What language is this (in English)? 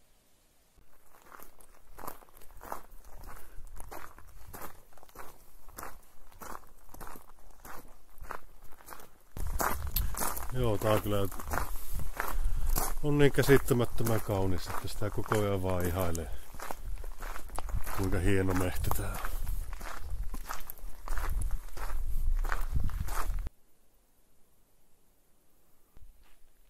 Finnish